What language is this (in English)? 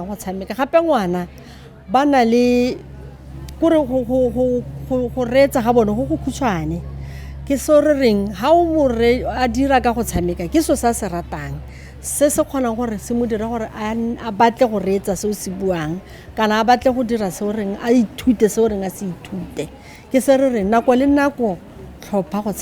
Tswana